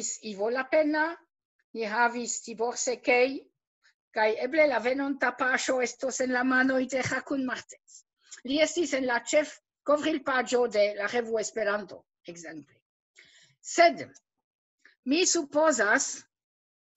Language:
Esperanto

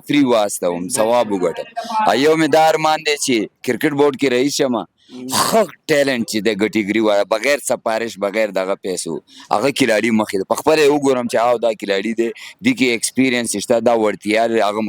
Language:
Pashto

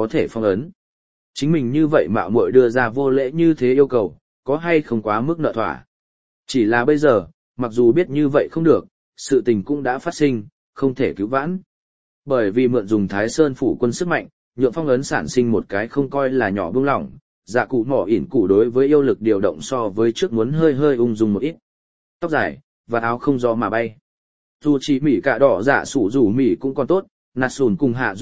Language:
Vietnamese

